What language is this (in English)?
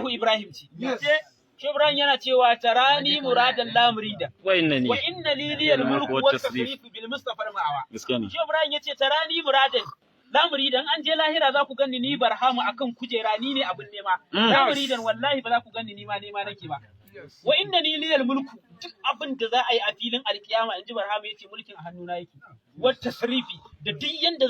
Hausa